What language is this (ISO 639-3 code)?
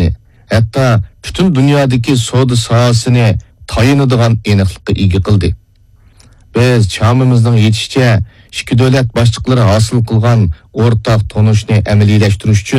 uig